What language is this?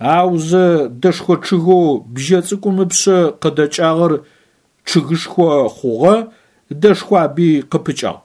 Adyghe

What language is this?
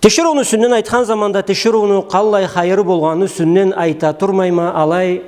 Karachay-Balkar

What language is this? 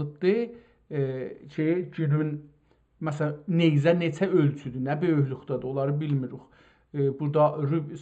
South Azerbaijani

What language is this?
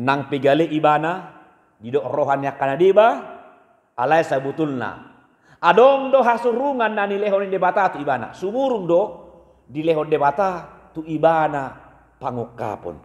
Batak Toba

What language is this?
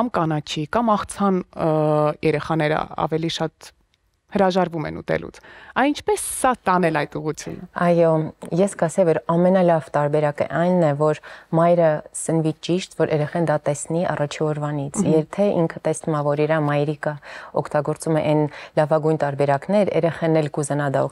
Armenian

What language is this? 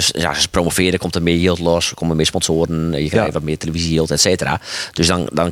Western Frisian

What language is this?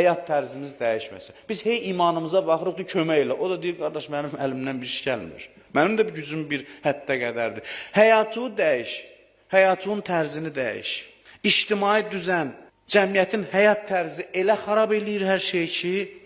Azerbaijani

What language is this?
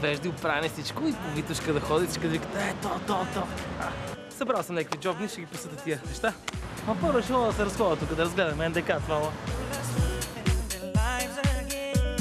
Bulgarian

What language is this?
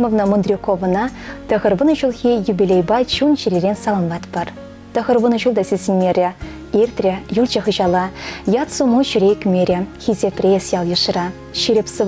Chuvash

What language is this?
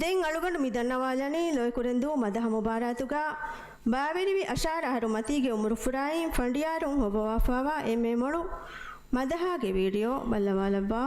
Divehi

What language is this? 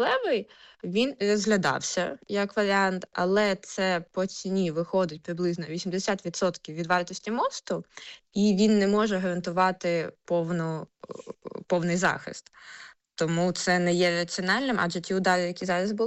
Ukrainian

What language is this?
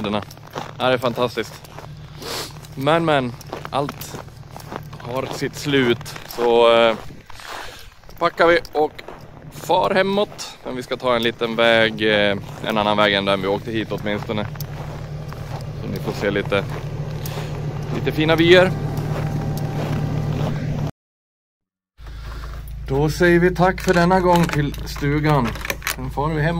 Swedish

